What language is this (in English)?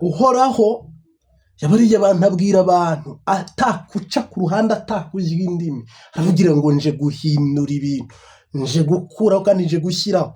Kinyarwanda